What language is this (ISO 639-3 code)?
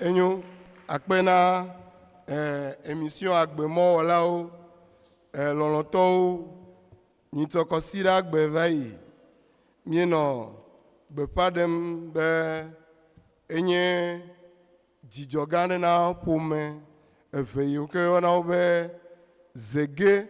ewe